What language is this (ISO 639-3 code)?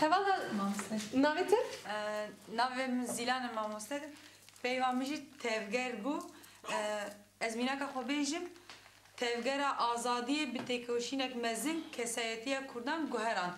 kur